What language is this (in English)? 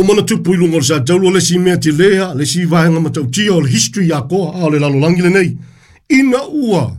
Samoan